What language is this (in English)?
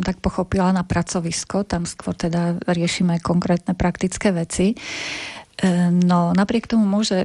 Slovak